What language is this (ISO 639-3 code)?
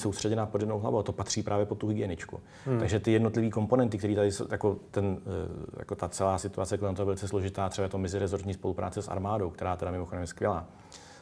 ces